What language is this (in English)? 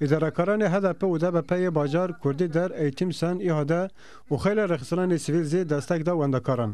Zaza